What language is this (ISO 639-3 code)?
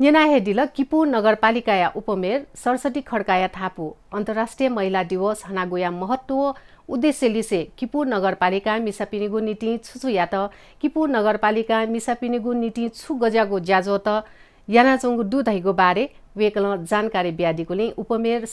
new